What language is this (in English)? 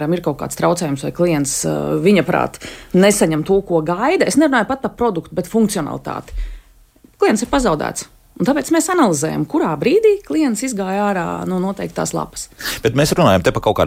Latvian